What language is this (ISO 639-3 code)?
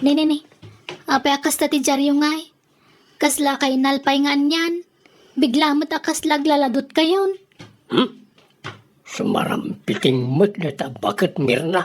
ilo